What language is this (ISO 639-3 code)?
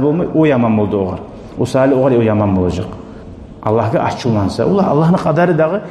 kum